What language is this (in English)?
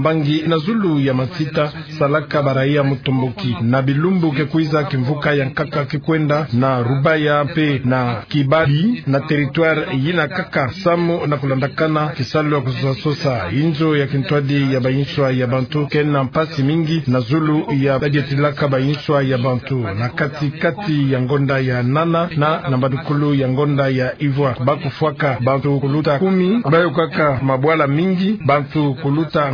Kituba (Democratic Republic of Congo)